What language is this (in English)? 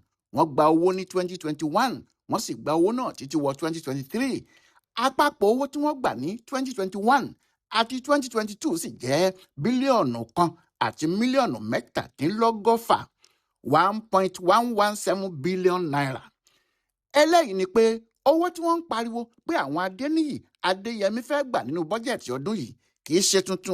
Yoruba